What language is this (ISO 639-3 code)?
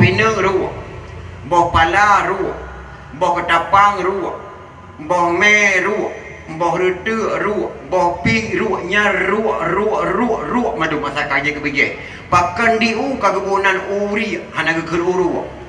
ace